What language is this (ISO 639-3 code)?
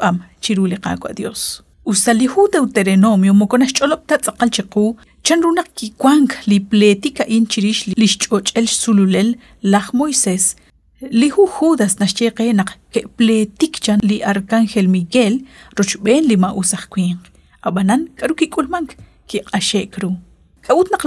kek